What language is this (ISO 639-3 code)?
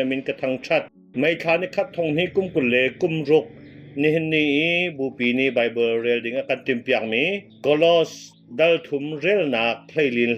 cnh